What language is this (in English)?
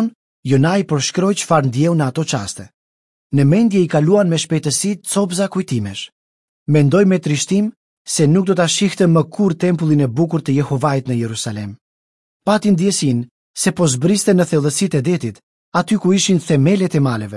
Albanian